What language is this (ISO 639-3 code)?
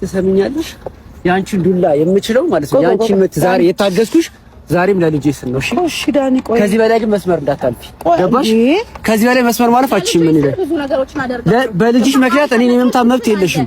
amh